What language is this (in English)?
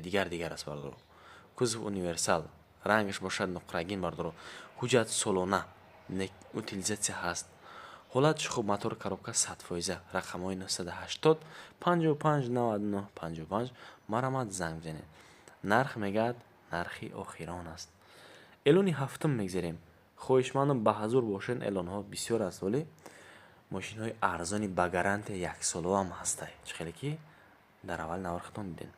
Tajik